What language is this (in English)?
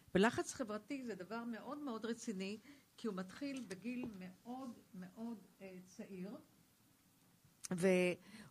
Hebrew